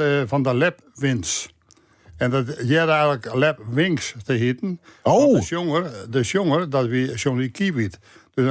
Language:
Western Frisian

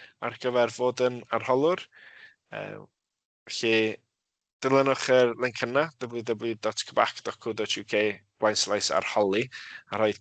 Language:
Welsh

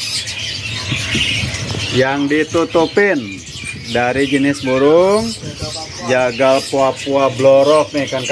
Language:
Indonesian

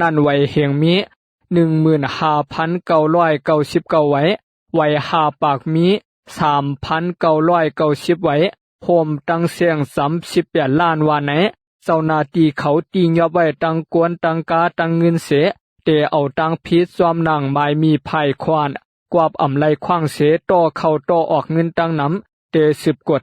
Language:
Shan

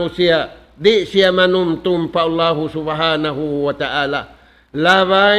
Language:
Tausug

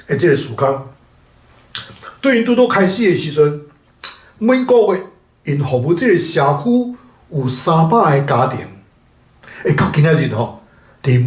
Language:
Min Nan Chinese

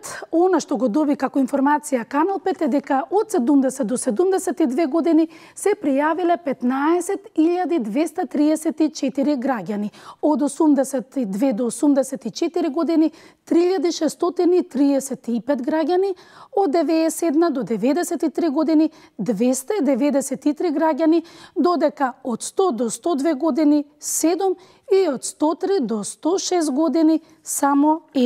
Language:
Macedonian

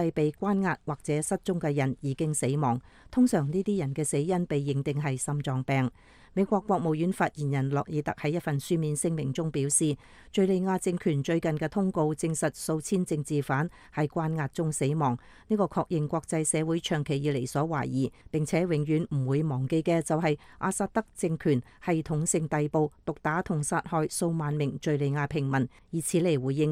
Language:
Cantonese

